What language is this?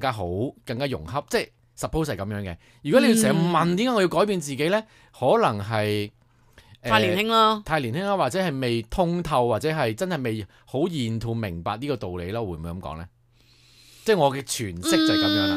Cantonese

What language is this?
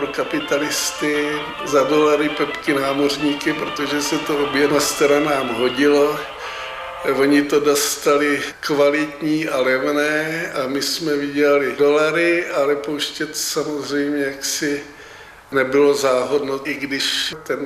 Czech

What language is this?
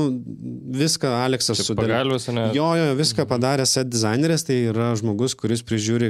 Lithuanian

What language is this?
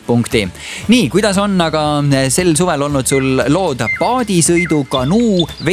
Estonian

